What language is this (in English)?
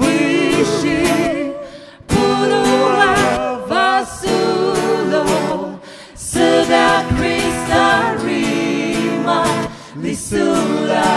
Poumei Naga